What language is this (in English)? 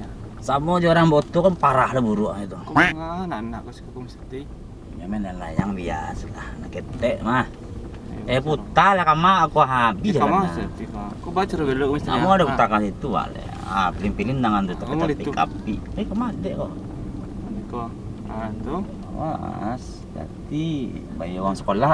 Minangkabau